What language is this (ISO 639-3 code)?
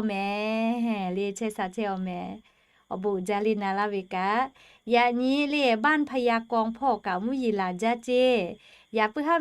lhu